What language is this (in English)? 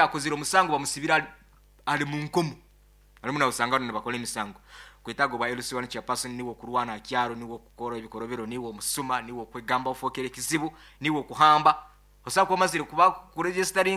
Nyoro